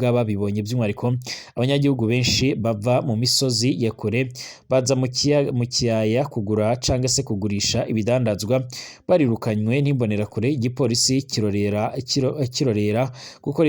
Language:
Rundi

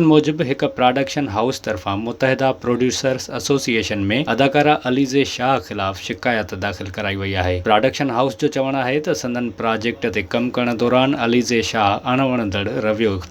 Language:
Sindhi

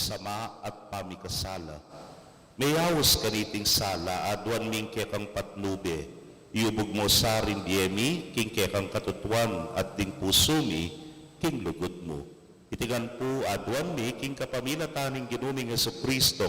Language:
Pampanga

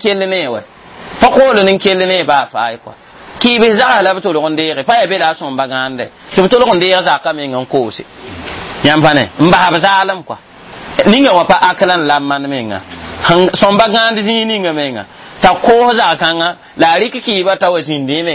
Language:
Mossi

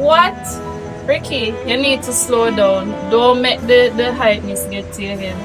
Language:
Jamaican Creole English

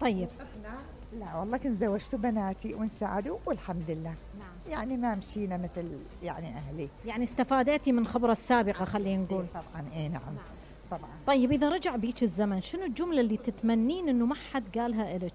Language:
Mesopotamian Arabic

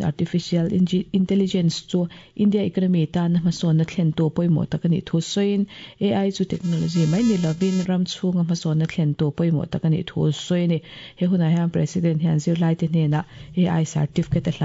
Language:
Mizo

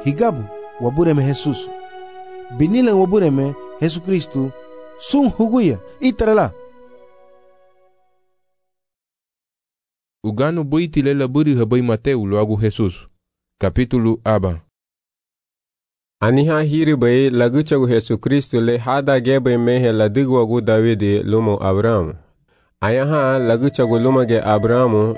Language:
Garifuna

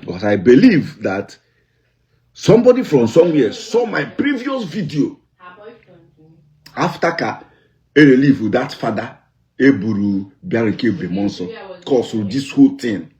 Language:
Igbo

